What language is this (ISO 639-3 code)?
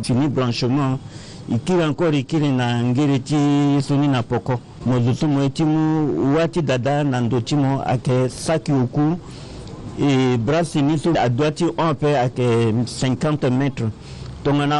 sag